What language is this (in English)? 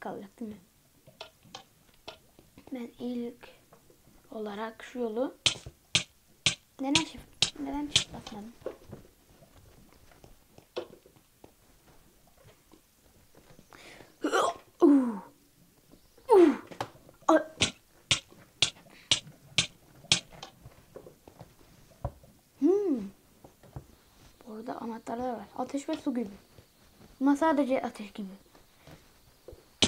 Turkish